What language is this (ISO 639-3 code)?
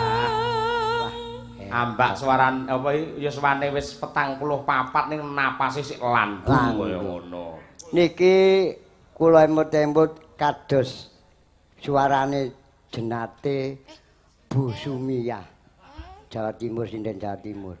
jav